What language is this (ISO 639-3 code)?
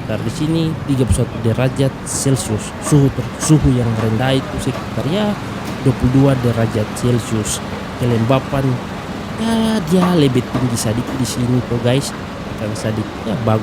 abs